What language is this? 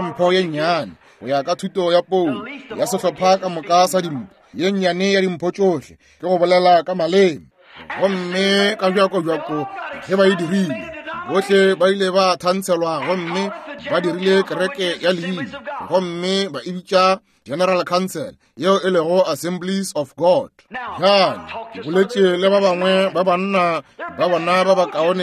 Northern Sotho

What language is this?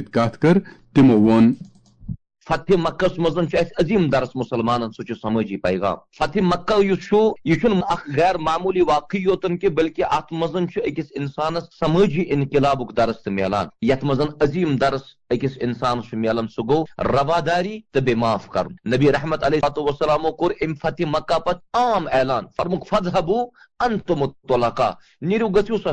Kashmiri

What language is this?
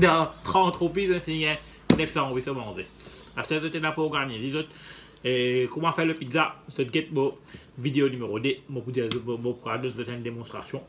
Morisyen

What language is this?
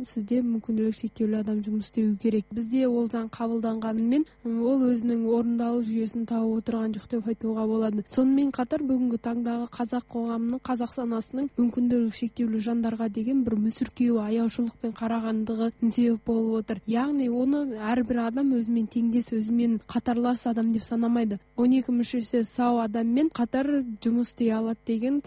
Kazakh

